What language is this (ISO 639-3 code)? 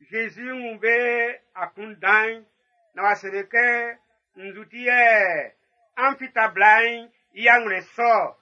bci